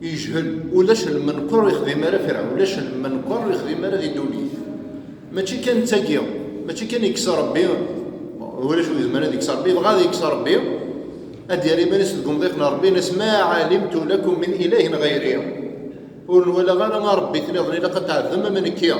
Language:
Kabyle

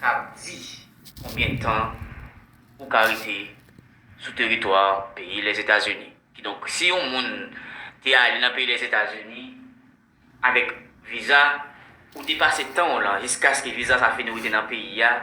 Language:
Haitian Creole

